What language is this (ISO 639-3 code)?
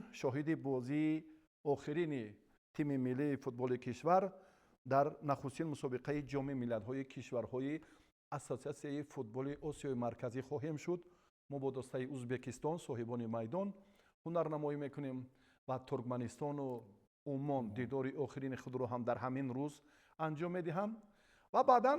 tgk